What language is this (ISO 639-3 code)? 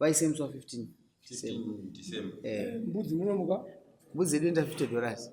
sna